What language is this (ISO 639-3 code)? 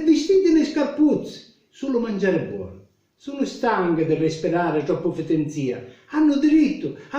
scn